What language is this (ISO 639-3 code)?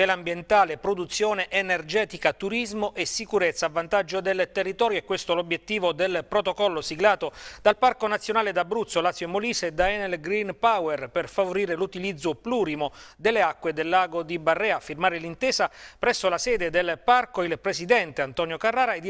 ita